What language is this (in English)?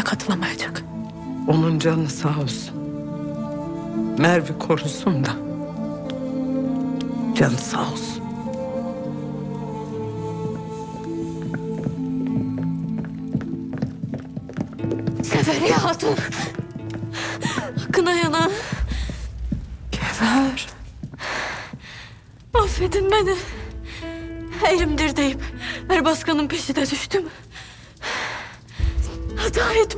Turkish